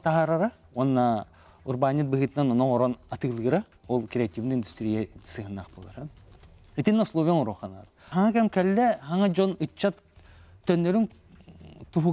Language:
Yakut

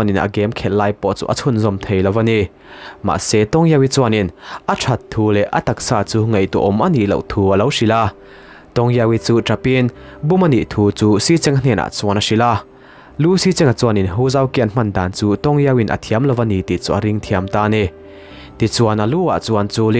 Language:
Mizo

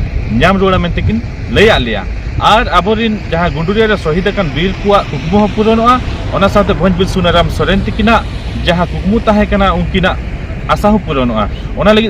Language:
Santali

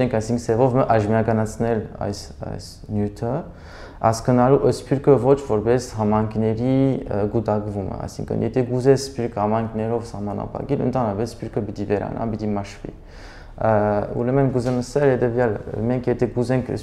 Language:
Armenian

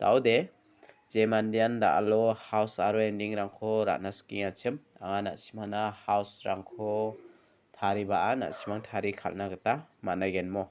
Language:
Garo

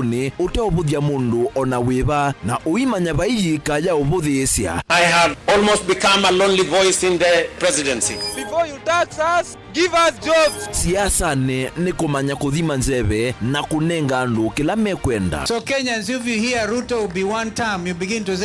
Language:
Kamba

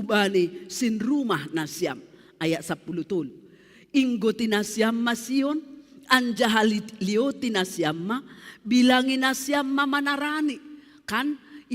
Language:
Batak Simalungun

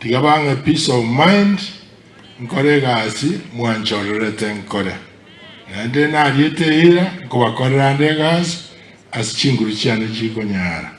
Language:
Gusii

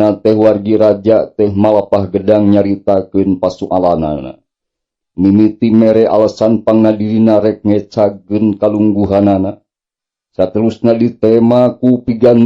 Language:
Sundanese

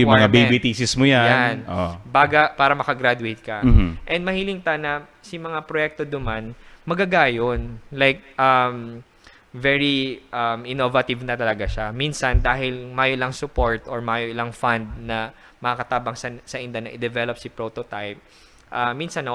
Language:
Bikol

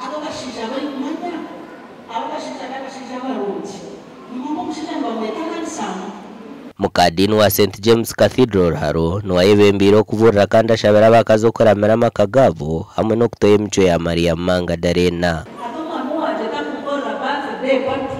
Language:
Nyankole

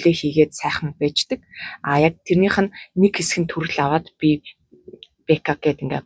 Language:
Mongolian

